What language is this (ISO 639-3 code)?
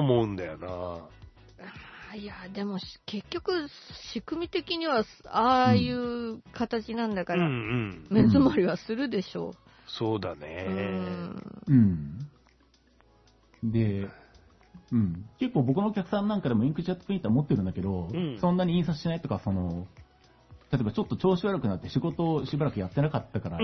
jpn